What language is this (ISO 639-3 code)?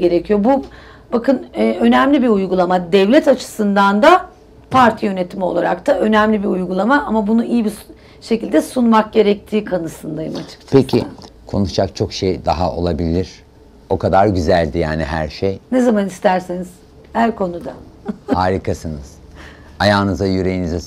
tur